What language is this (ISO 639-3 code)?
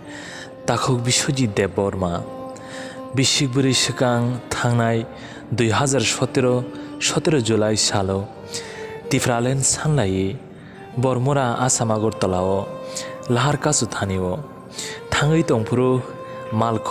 trp